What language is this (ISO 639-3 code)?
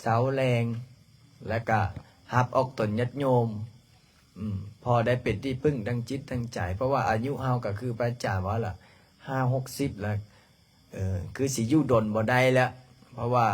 lao